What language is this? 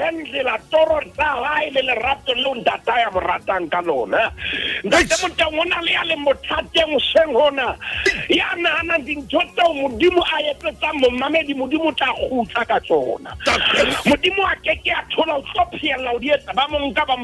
Southern Sotho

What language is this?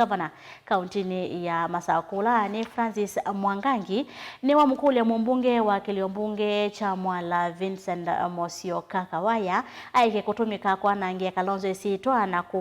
Kamba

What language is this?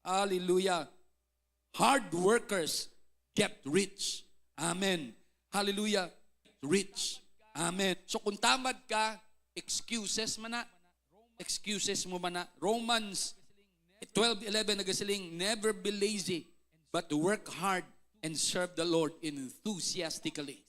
Hiligaynon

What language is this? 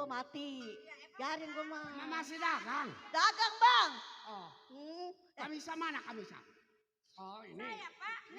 Betawi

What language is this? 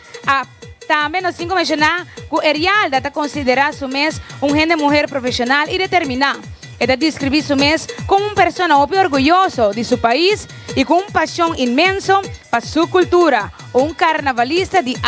Papiamento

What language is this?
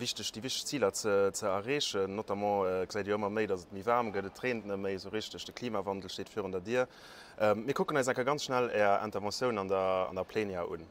Luxembourgish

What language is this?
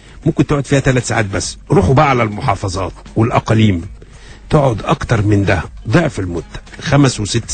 Egyptian Arabic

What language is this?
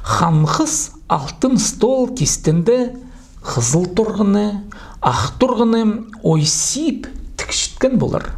Khakas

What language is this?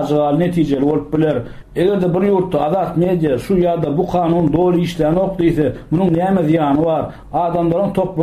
Turkmen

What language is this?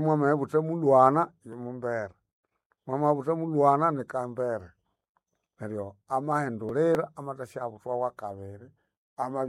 Nande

